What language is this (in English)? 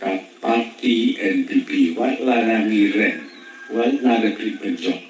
Khasi